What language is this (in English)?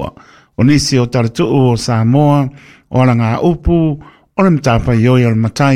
Samoan